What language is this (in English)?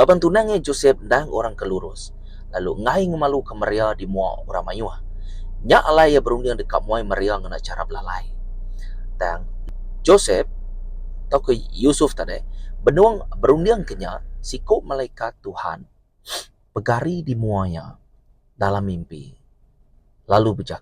Iban